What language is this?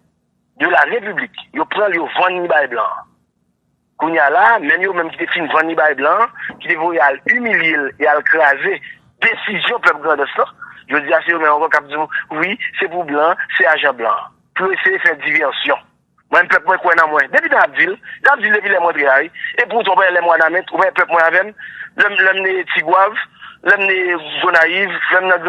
Haitian Creole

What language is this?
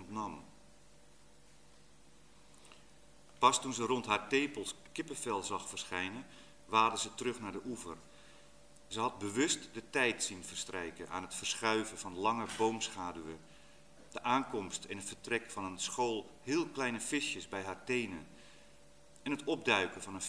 Dutch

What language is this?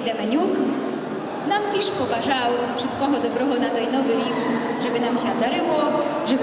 Rusyn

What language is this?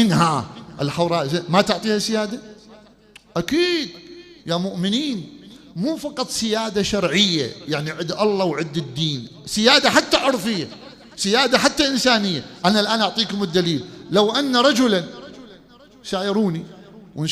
Mesopotamian Arabic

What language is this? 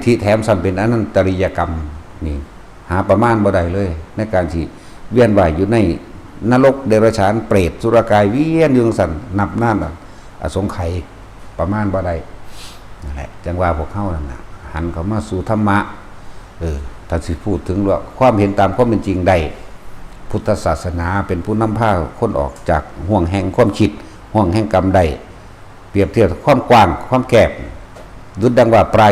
Northeastern Thai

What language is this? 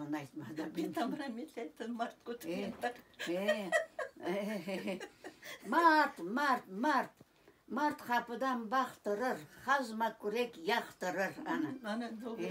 Crimean Tatar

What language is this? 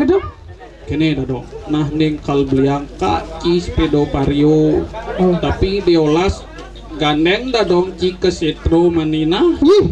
Balinese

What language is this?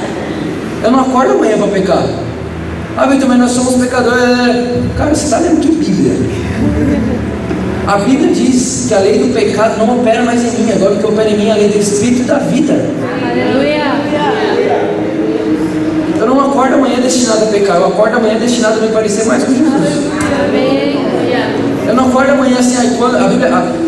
Portuguese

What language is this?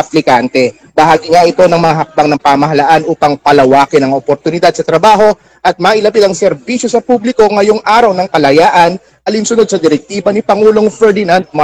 Filipino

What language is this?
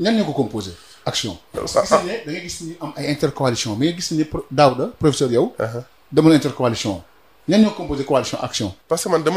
Wolof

